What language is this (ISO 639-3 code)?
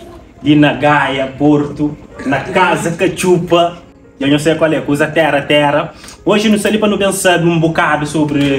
kea